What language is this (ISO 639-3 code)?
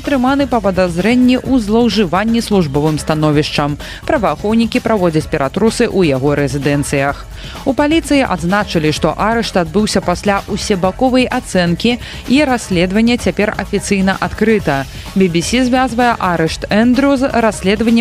bel